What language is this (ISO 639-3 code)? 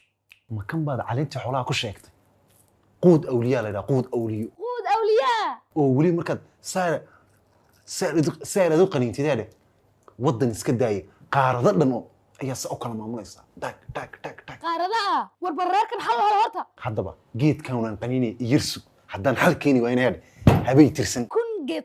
som